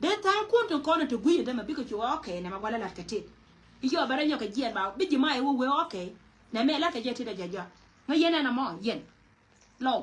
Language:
Nuer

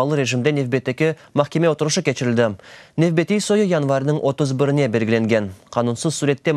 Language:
Crimean Tatar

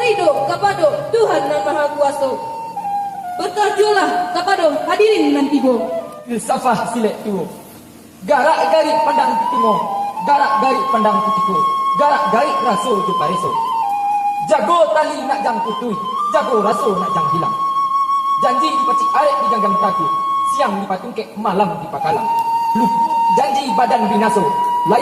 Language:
Minangkabau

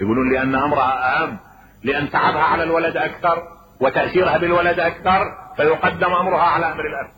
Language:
Mesopotamian Arabic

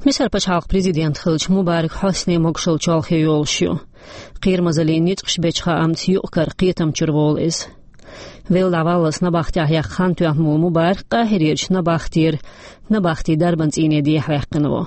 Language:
Chechen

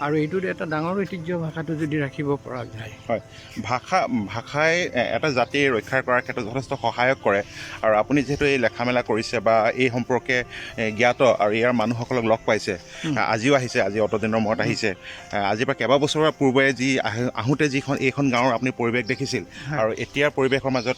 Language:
Assamese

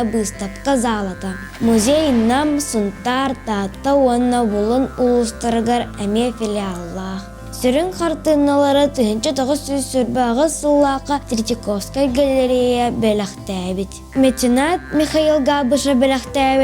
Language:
Yakut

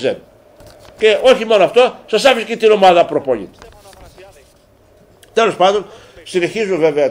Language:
Greek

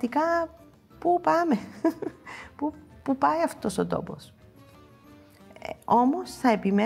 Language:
Greek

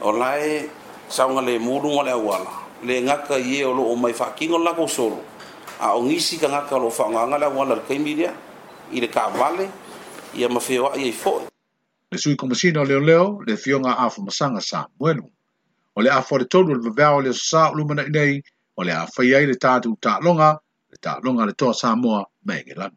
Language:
Samoan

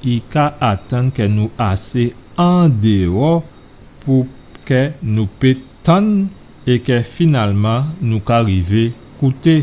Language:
Guadeloupean Creole French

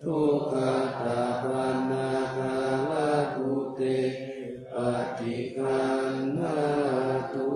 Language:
Pali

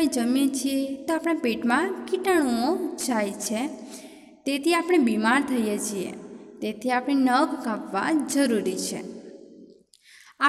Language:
Gujarati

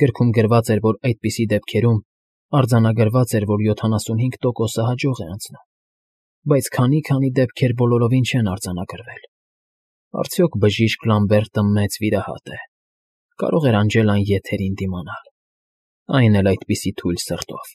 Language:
Armenian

